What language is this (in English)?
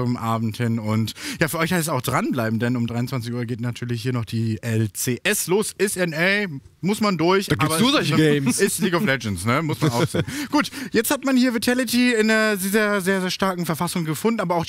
German